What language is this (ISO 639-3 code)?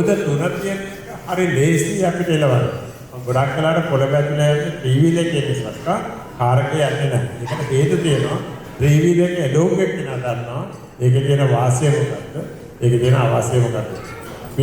sin